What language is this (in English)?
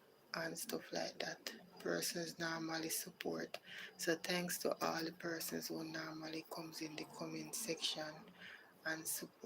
Jamaican Creole English